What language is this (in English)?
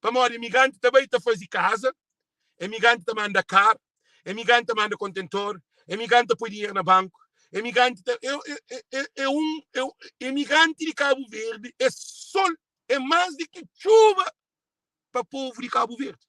Kabuverdianu